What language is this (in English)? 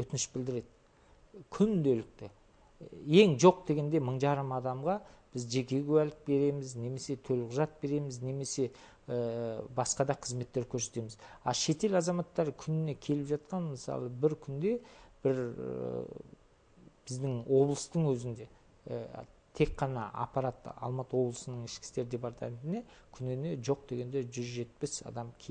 Kazakh